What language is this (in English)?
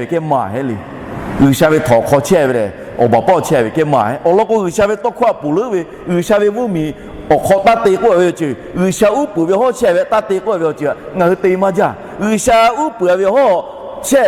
Lahu